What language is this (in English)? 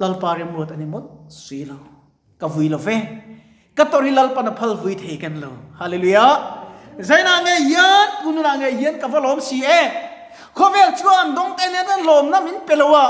Mizo